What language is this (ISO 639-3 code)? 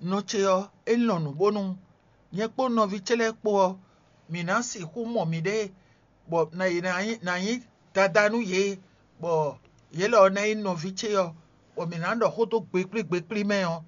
fon